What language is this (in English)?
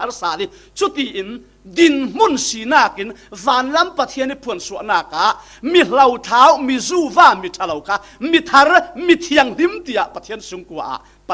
Falam Chin